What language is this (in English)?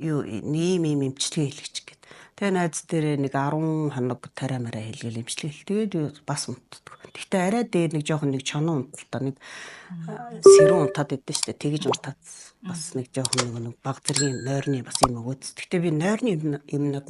Mongolian